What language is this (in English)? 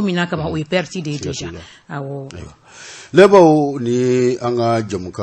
Bambara